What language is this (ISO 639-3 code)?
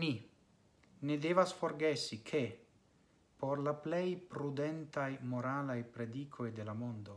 epo